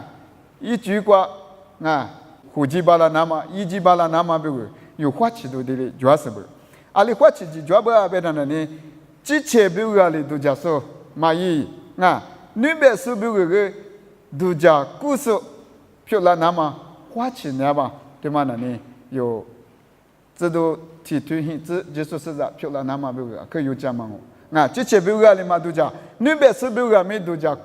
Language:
Lisu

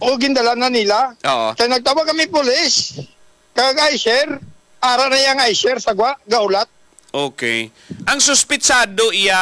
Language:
Hiligaynon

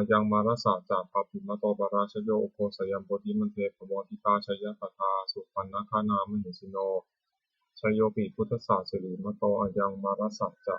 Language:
Pali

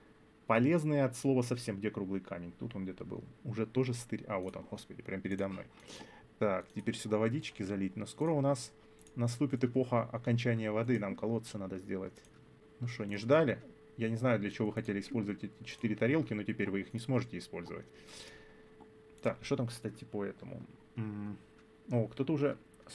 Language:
Russian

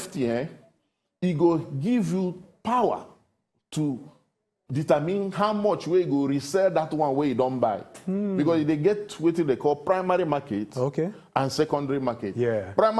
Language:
Nigerian Pidgin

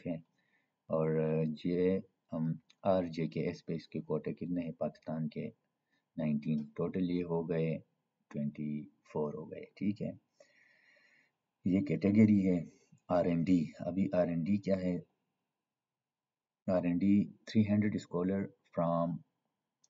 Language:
Urdu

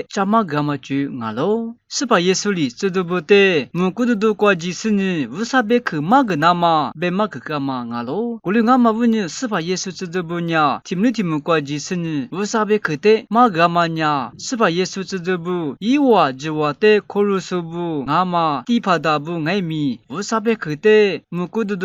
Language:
Lisu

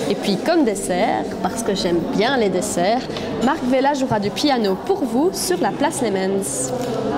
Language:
French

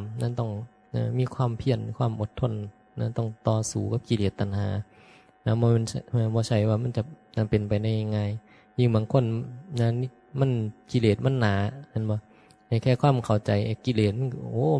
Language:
Northeastern Thai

